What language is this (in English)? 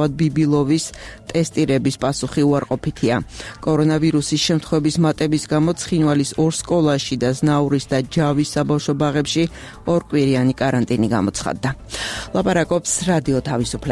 Georgian